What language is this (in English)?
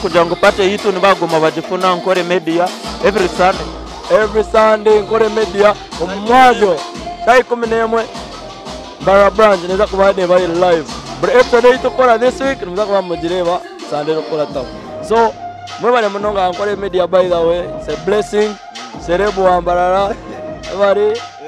Nyankole